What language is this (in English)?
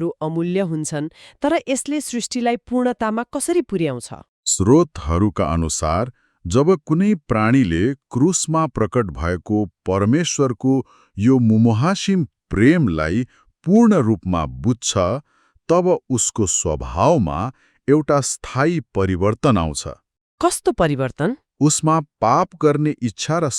Nepali